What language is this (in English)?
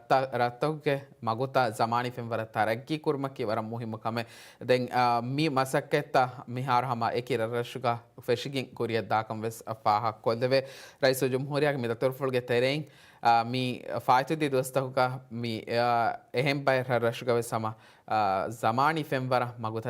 Divehi